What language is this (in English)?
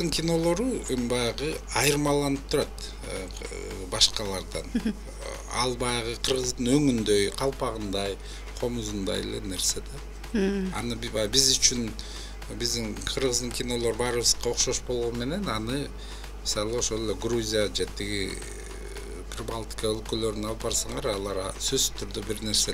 Kyrgyz